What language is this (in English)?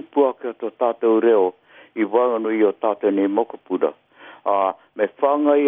Māori